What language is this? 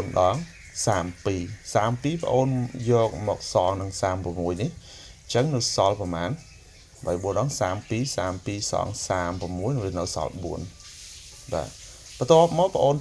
Khmer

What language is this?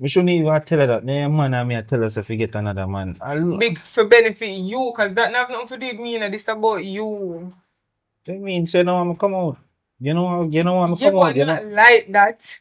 Jamaican Creole English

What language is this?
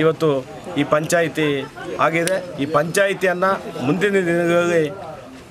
Kannada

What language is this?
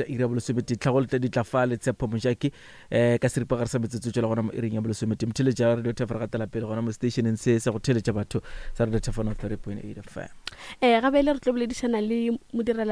Northern Sotho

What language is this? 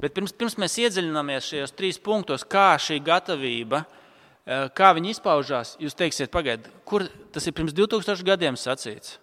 Latvian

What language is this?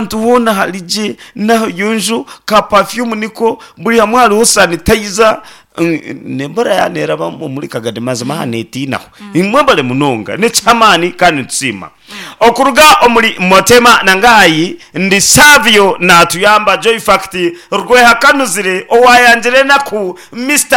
Nyankole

